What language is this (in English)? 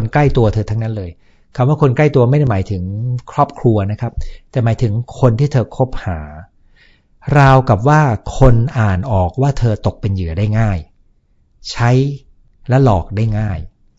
Thai